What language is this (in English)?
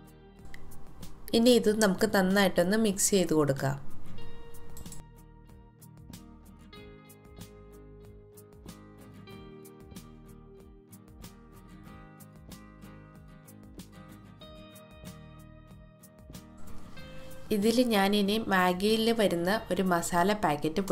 Malayalam